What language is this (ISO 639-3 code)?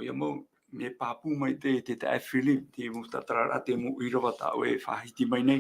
tah